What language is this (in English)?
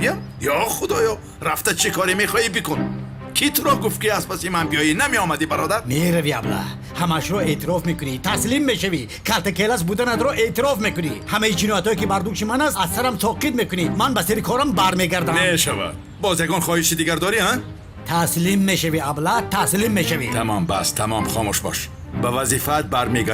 Tajik